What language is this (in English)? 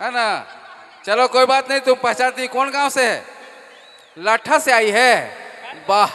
Sadri